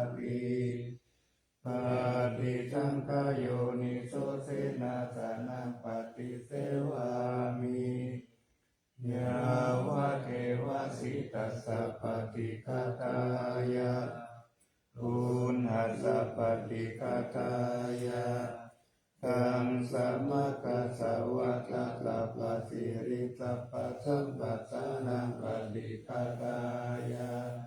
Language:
Pali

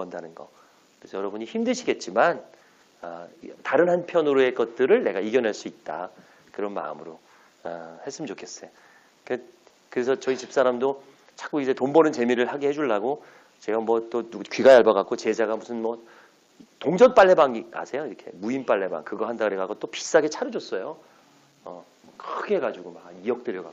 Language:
Korean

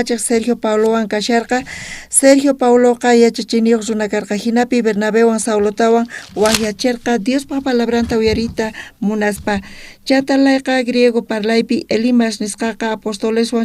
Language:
South Bolivian Quechua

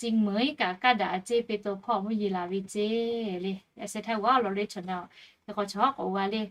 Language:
Lahu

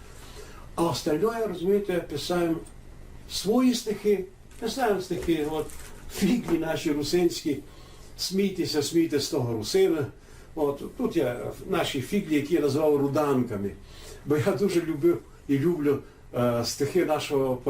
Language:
Rusyn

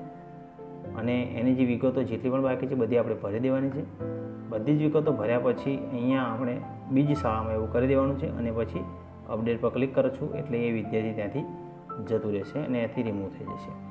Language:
Gujarati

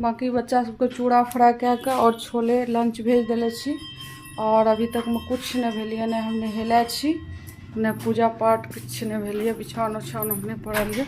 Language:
Maithili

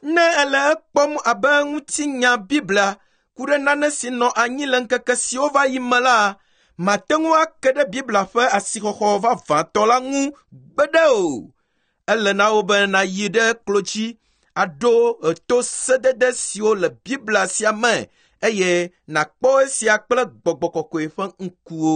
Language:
Ewe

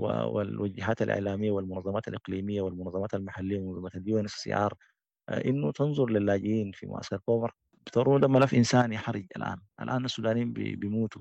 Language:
Sudanese Arabic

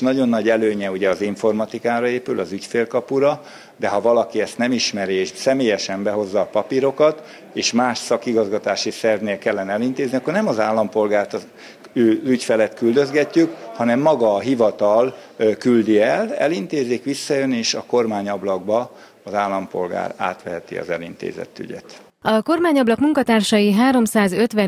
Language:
Hungarian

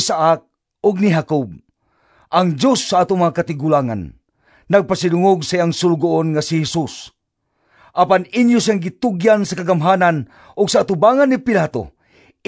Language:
Cebuano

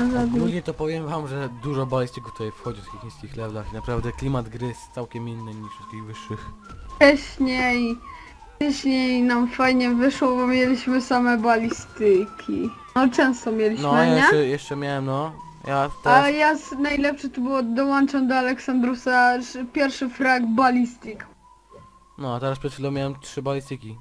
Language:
Polish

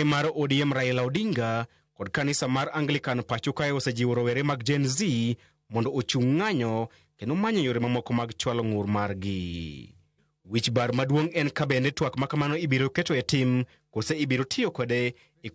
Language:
Luo (Kenya and Tanzania)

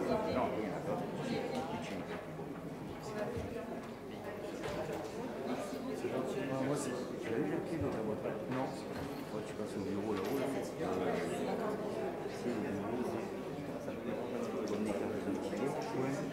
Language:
French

